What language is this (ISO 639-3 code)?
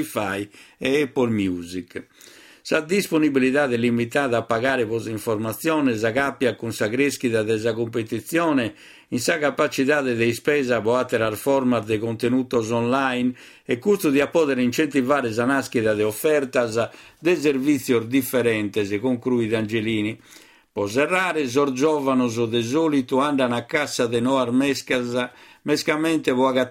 srd